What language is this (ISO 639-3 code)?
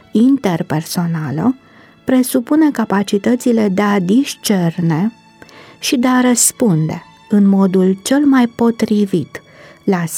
ron